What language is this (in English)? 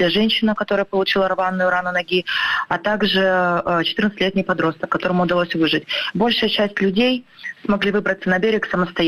Russian